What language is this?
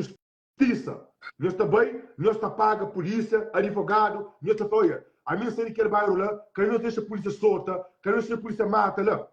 Kabuverdianu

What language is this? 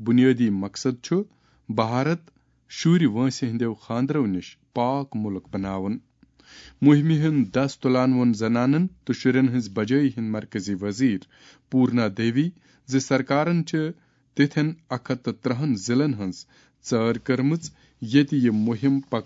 Kashmiri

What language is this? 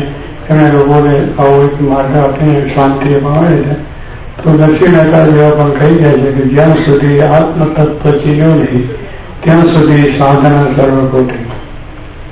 Gujarati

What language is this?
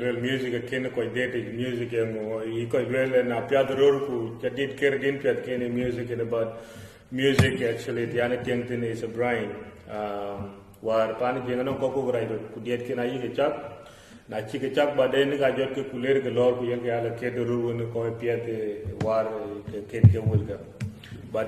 Dinka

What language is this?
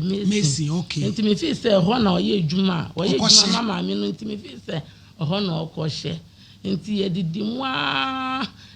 Akan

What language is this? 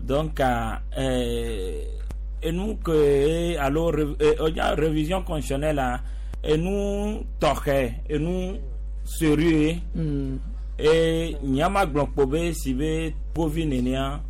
Gen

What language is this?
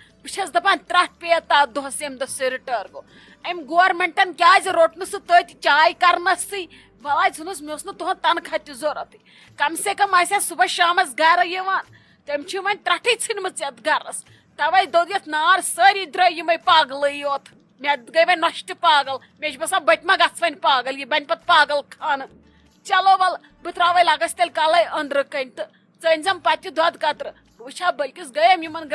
Kashmiri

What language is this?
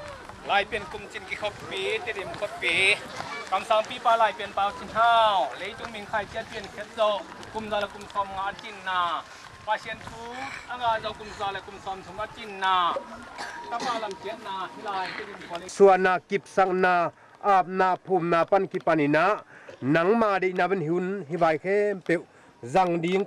Tedim Chin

